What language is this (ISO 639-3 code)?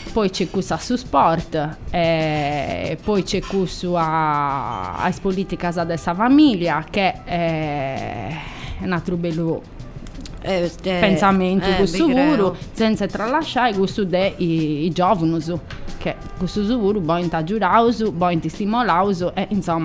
ita